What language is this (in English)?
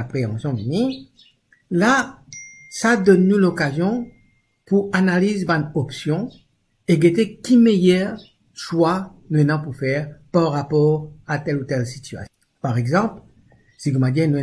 Morisyen